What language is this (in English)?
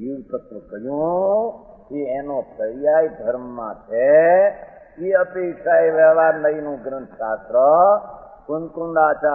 Gujarati